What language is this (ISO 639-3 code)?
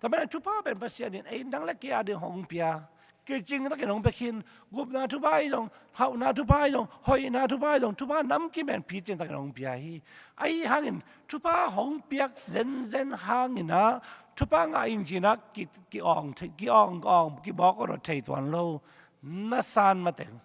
ctd